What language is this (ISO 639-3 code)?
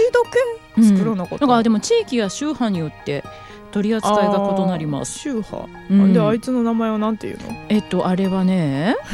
jpn